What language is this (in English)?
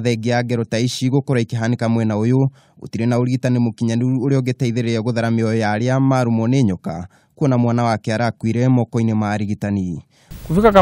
Kikuyu